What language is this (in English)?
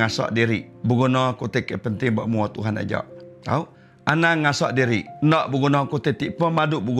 Iban